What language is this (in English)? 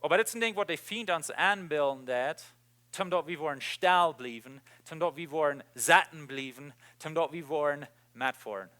Plautdietsch